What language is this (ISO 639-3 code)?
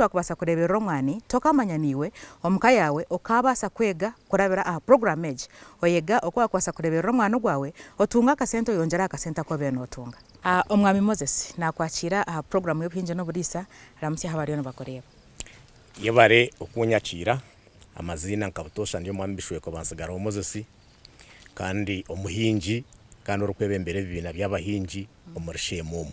nyn